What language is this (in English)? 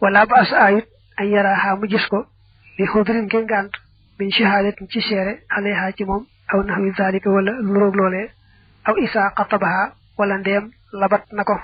Wolof